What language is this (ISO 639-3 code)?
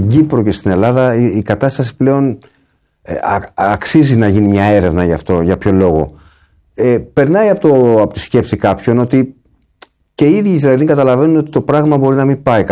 ell